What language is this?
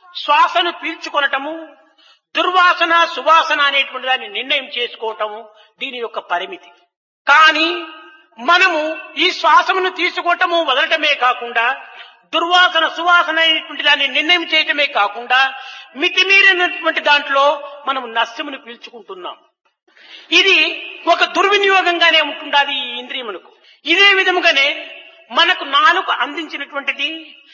Telugu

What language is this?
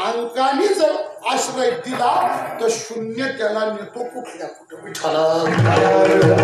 Marathi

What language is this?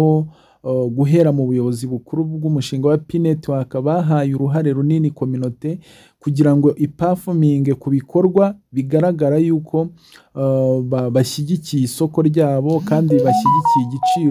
Kinyarwanda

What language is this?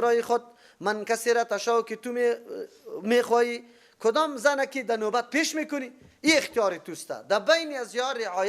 Persian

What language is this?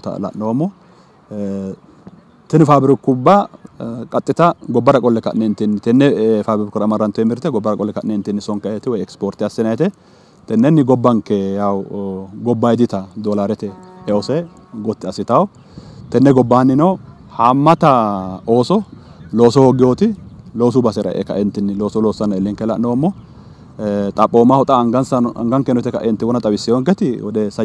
Sidamo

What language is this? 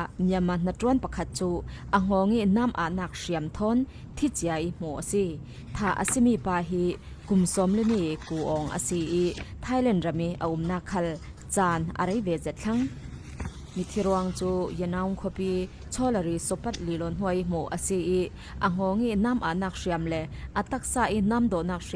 Falam Chin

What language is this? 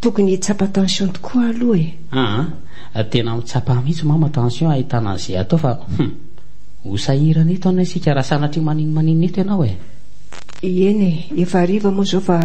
Malagasy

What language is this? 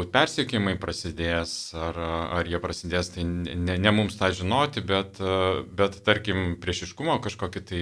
Lithuanian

